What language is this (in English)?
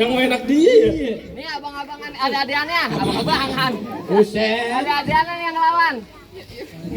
Betawi